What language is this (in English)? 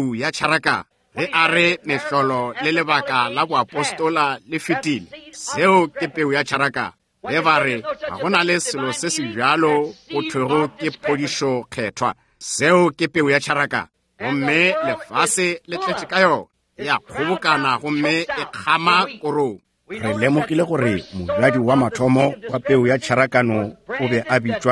Northern Sotho